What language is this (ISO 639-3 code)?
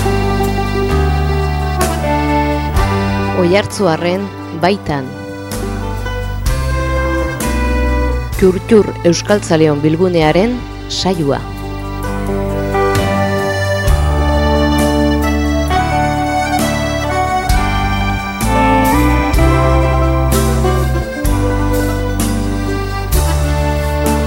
eus